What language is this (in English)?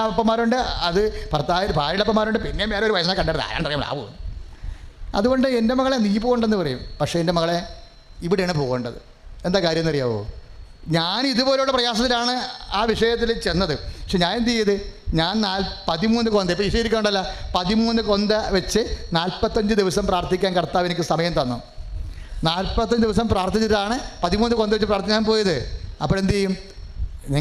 Malayalam